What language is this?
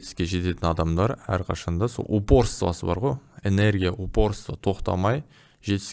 Kazakh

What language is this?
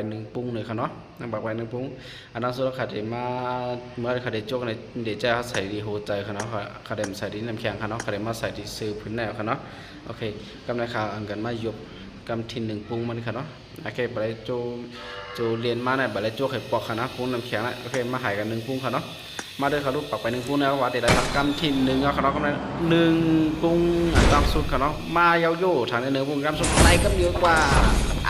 Shan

